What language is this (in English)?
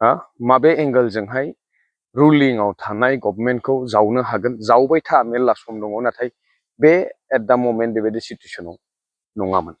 Bodo